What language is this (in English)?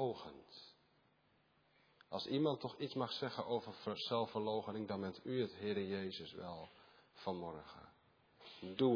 Dutch